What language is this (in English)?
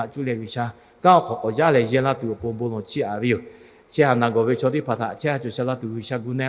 Lahu